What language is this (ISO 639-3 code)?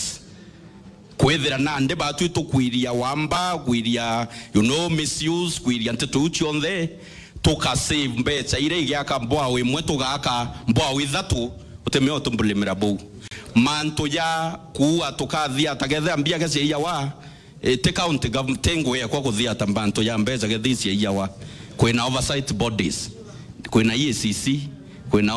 mer